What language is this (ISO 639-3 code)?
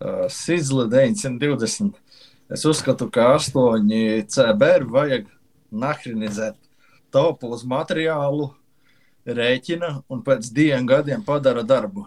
lav